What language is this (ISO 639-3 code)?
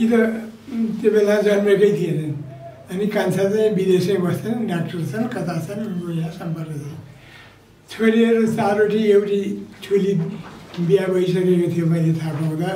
nep